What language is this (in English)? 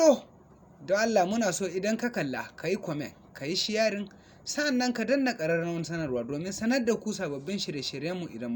Hausa